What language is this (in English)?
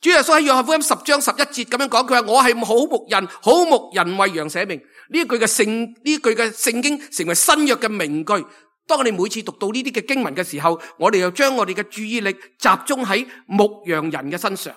Cantonese